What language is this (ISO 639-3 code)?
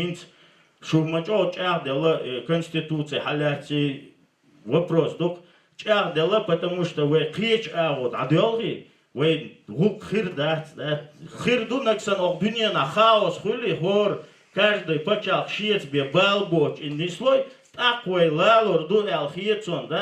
che